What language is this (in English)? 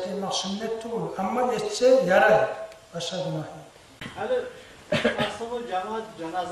Kumyk